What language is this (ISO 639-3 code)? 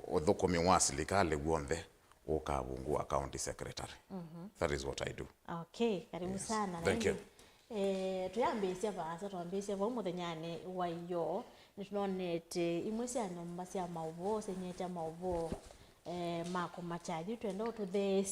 kam